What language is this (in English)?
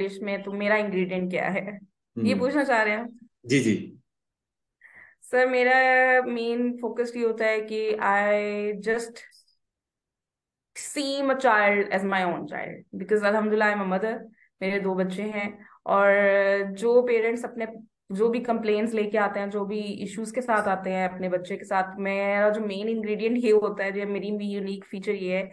Hindi